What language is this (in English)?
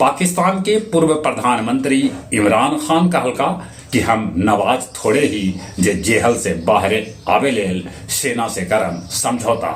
Magahi